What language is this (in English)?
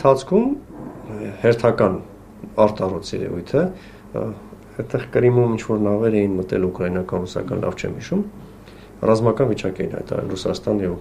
Armenian